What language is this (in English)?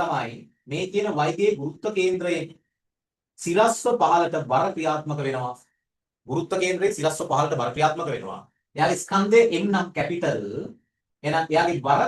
Sinhala